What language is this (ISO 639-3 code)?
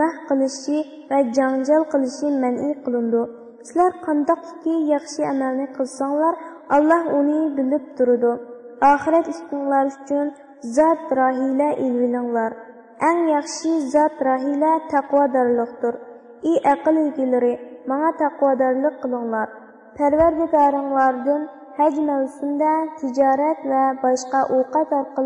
uig